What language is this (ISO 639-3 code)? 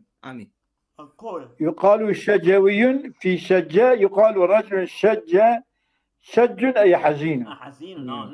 kur